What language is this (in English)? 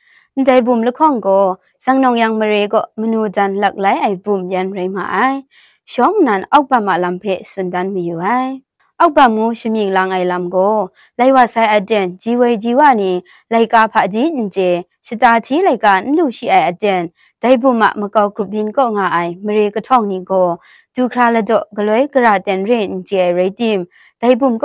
Kachin